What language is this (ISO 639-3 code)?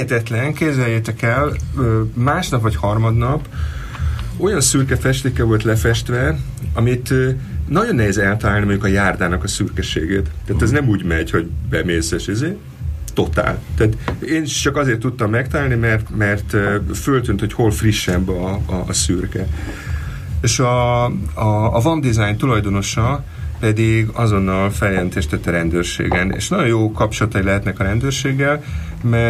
hun